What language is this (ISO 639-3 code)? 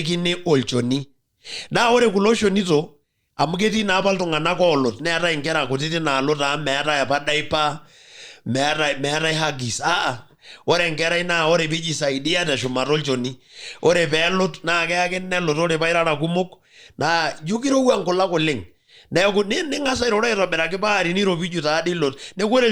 mas